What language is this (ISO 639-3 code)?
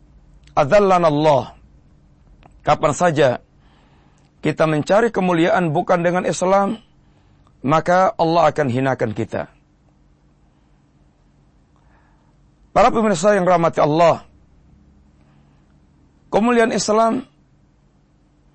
ind